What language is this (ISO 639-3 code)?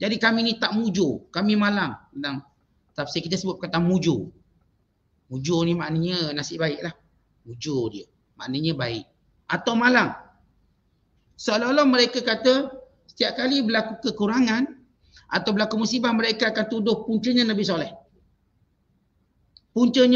msa